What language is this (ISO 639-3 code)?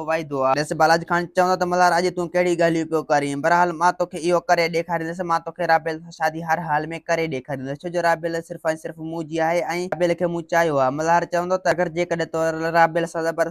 snd